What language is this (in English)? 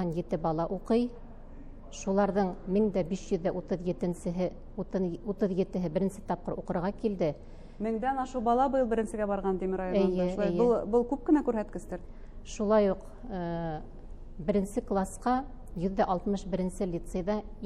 Bashkir